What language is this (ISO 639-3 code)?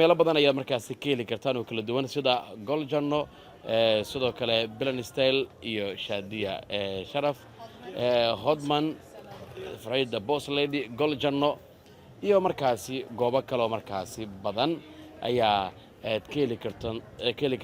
som